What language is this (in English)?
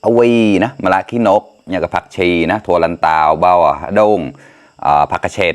Mon